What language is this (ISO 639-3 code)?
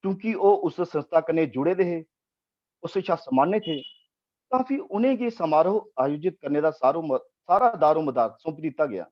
doi